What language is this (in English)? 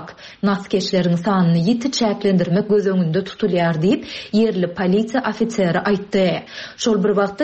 Turkmen